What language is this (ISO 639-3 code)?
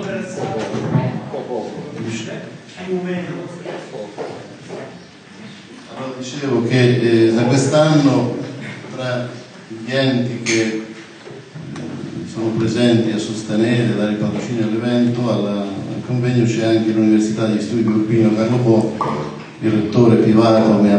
ita